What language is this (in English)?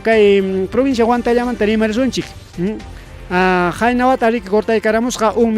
Ayacucho Quechua